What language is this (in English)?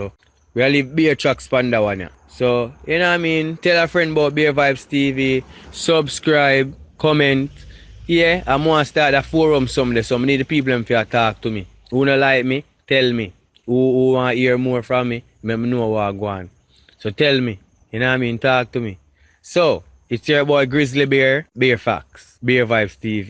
Jamaican Creole English